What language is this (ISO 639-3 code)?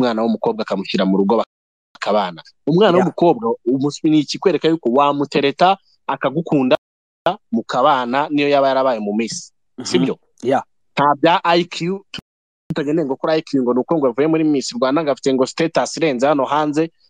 kin